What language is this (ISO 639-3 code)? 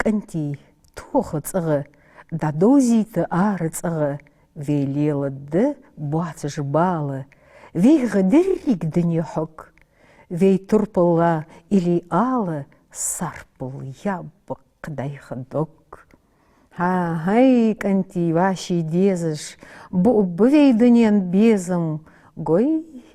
inh